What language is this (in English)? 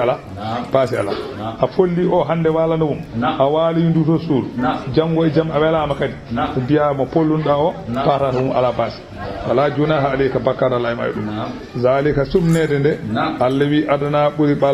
Fula